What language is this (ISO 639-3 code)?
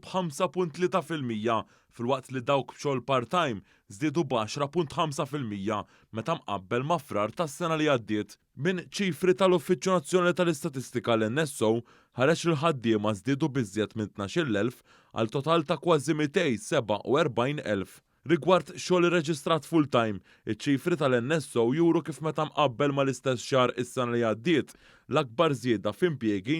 mlt